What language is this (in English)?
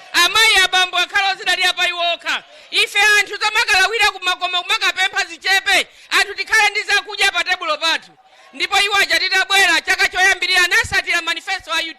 Nyanja